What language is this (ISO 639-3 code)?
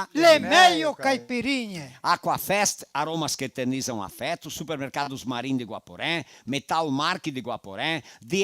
vec